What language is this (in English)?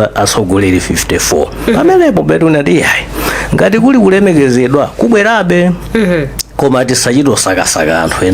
Nyanja